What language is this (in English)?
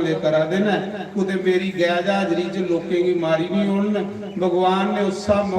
Dogri